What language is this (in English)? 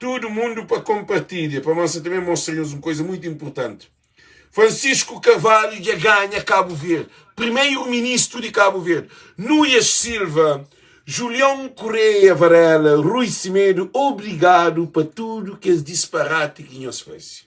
Kabuverdianu